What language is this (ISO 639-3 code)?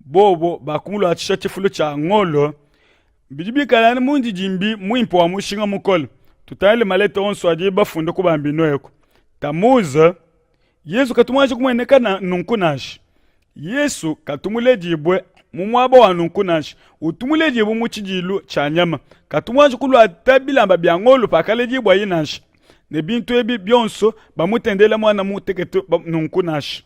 lua